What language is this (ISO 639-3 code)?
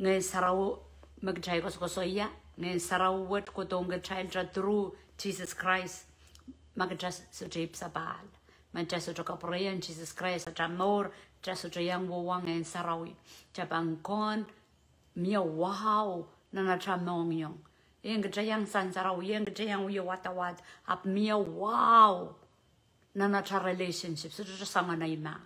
pon